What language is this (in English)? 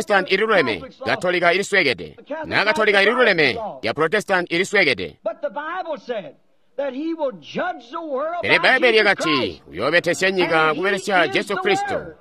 Tonga (Zambia)